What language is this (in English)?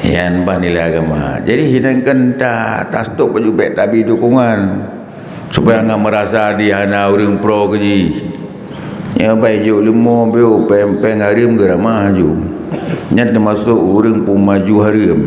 Achinese